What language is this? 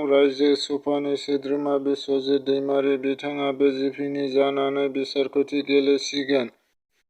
Bodo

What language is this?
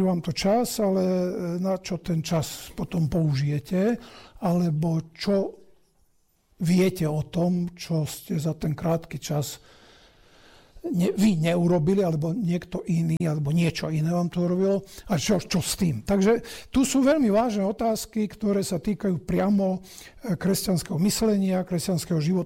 Slovak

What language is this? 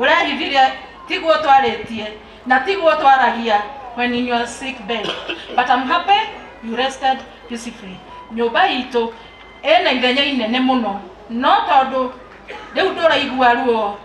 Kikuyu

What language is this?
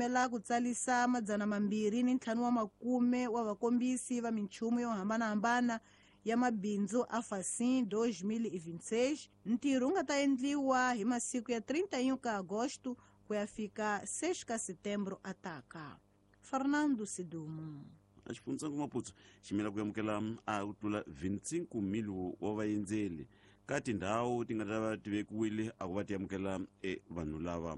Tsonga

